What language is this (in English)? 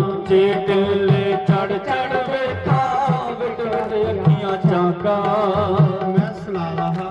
Dogri